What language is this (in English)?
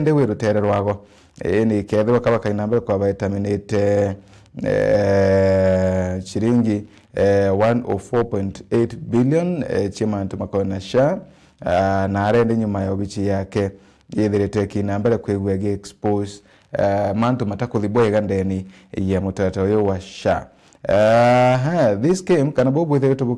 Meru